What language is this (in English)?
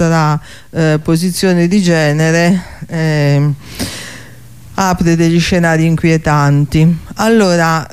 Italian